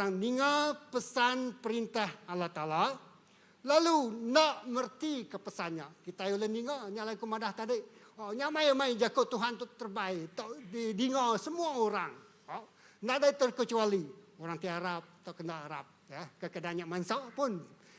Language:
Iban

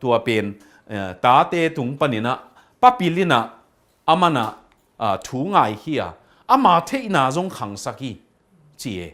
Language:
Tedim Chin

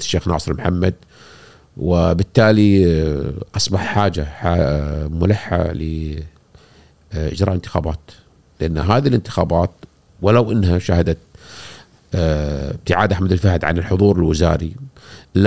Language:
Gulf Arabic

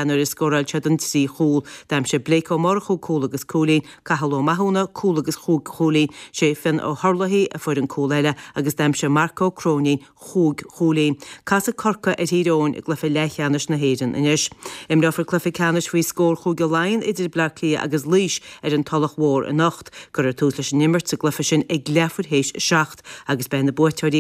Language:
Irish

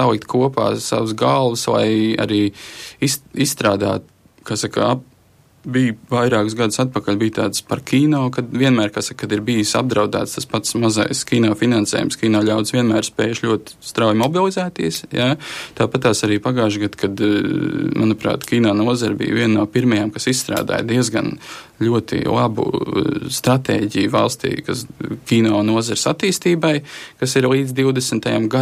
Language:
Latvian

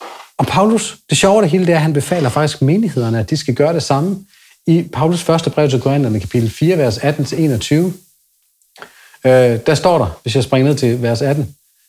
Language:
Danish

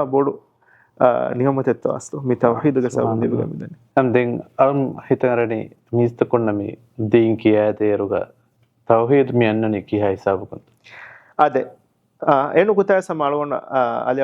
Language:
Divehi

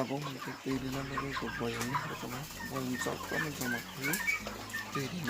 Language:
Kok Borok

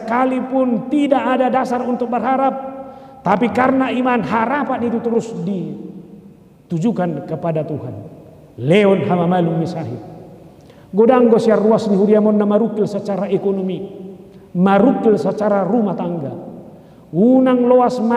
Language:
Batak Toba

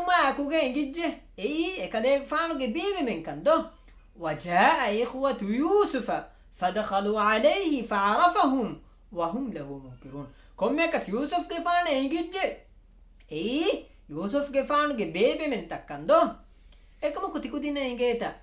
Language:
Divehi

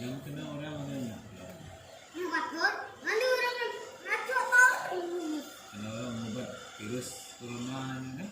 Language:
Iban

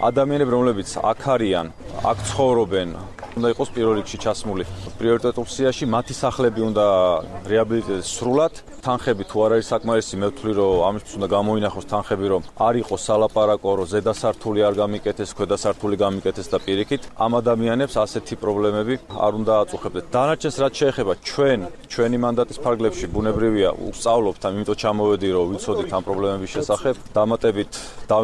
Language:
Georgian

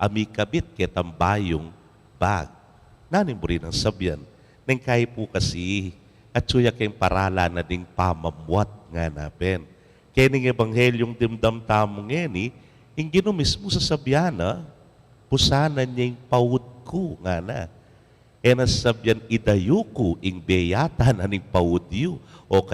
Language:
Pampanga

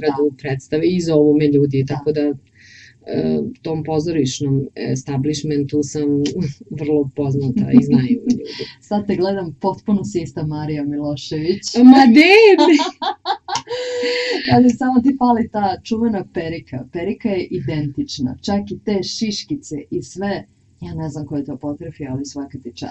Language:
Serbian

